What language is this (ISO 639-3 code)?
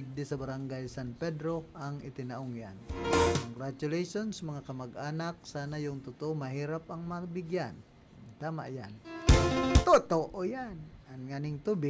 bik